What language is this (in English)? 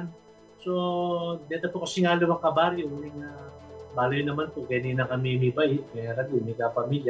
Pampanga